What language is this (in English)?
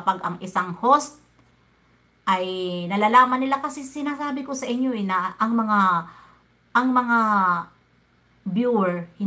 Filipino